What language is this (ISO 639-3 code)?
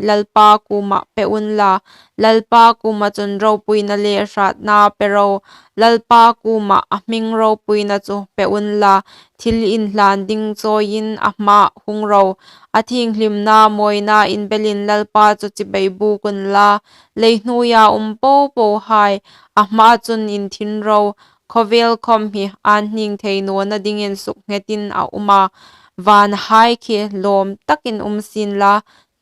hmr